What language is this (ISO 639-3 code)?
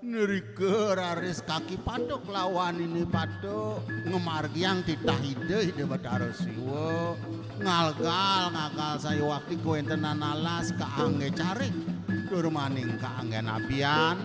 ban